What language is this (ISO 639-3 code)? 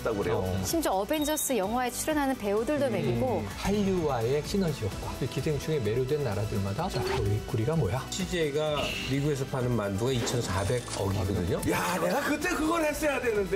kor